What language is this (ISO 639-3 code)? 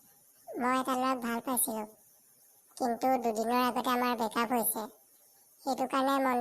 asm